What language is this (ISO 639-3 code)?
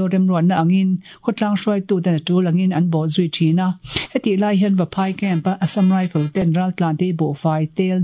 lus